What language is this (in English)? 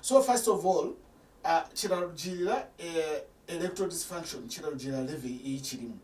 Nyankole